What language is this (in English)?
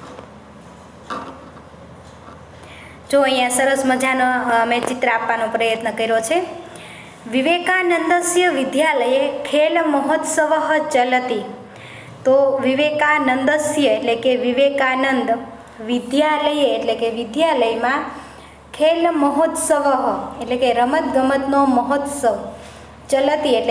Gujarati